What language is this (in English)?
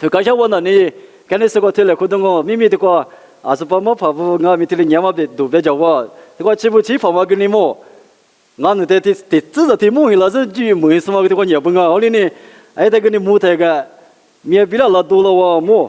Lisu